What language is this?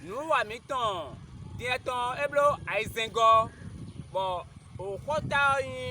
Fon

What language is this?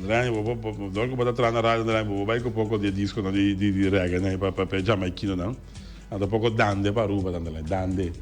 Papiamento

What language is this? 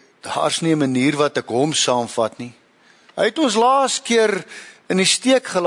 Afrikaans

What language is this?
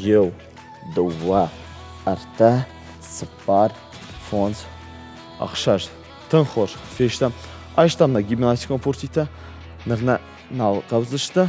Ossetic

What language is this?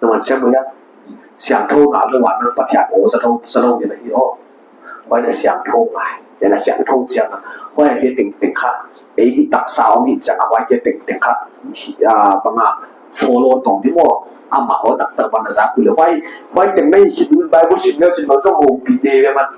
Paite Chin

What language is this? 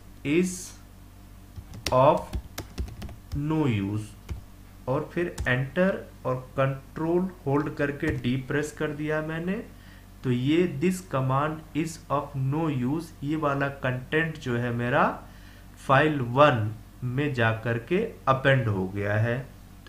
Hindi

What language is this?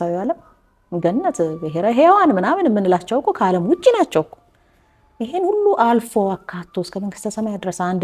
Amharic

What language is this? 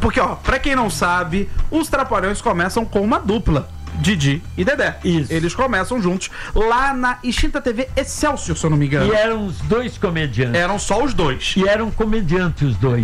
Portuguese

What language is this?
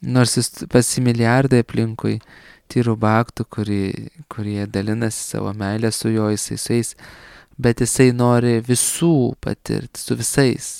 Lithuanian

